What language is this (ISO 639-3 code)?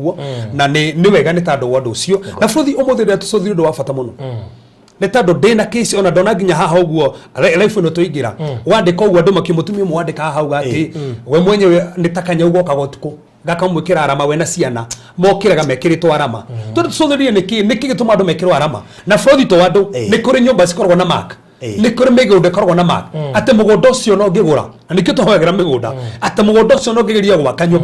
kik